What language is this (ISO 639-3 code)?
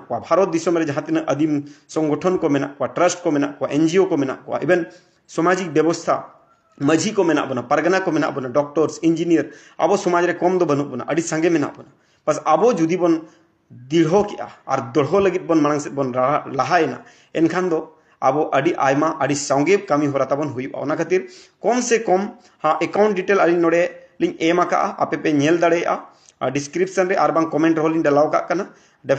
sat